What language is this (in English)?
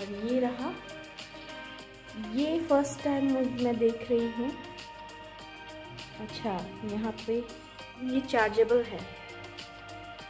Hindi